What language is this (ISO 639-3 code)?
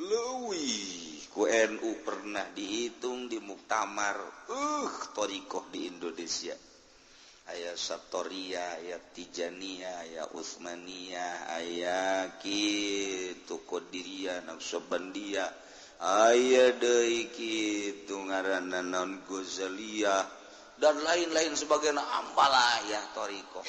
sun